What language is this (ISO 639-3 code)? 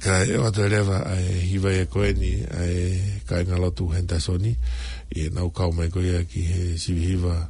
ton